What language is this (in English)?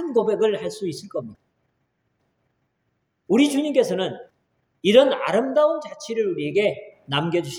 Korean